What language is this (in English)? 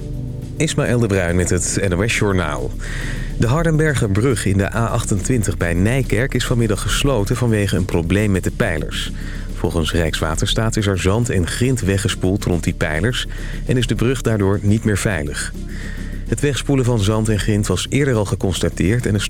Dutch